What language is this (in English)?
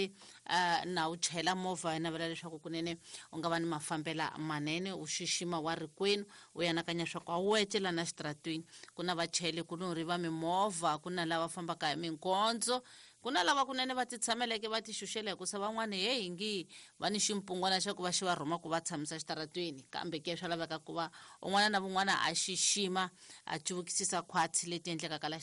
Tsonga